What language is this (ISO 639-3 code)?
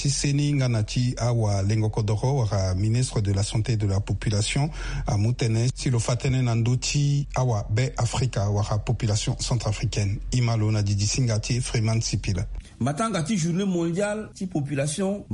sag